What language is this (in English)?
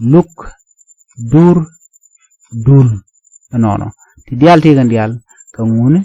Nuer